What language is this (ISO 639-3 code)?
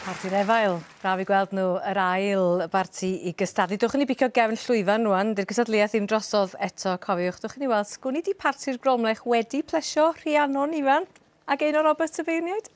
cym